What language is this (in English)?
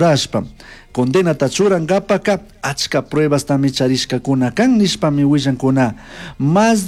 Chimborazo Highland Quichua